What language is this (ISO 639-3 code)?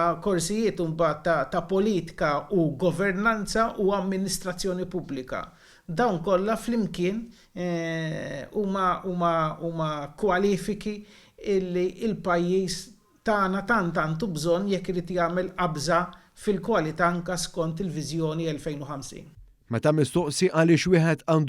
mlt